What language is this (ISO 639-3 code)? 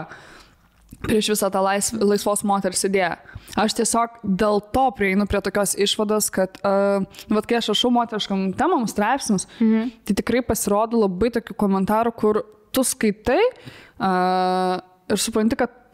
lit